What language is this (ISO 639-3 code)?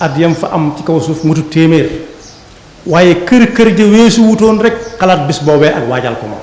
wol